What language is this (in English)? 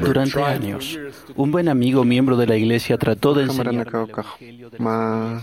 Aymara